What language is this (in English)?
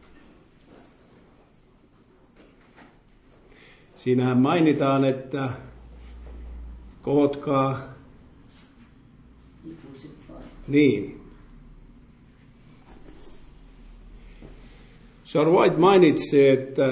Finnish